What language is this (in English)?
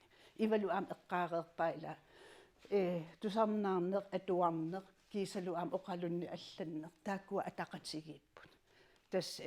Kalaallisut